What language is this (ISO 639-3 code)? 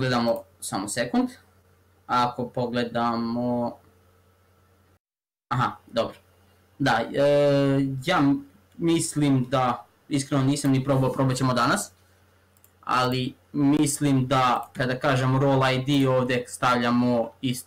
srp